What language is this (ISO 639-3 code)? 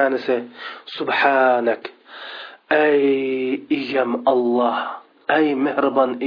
uig